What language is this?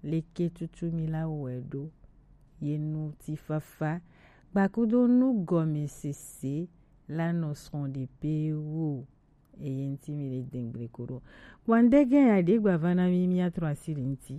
Gen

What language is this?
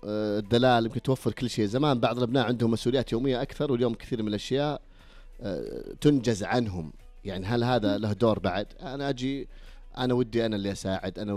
Najdi Arabic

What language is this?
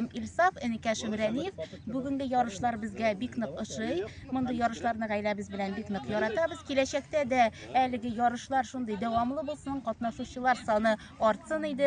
Tatar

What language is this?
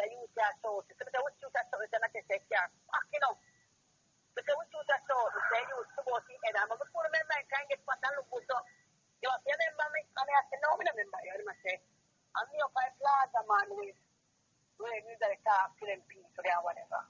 Jamaican Creole English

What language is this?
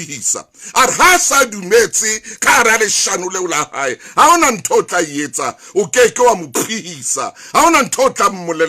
Southern Sotho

